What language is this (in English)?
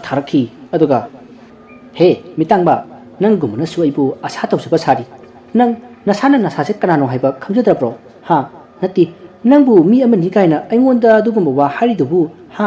Manipuri